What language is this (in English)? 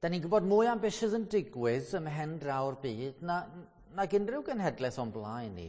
Welsh